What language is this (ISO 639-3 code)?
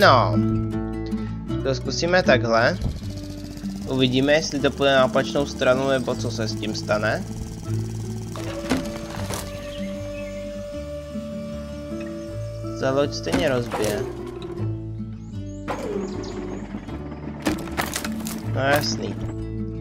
ces